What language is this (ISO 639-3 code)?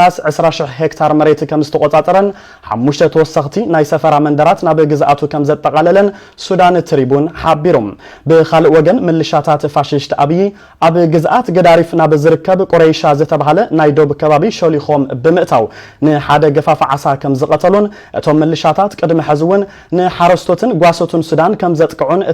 tir